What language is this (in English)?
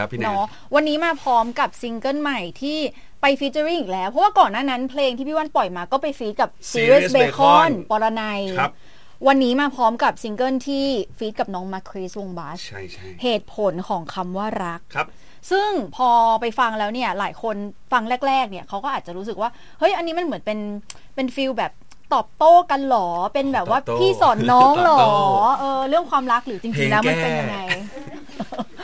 Thai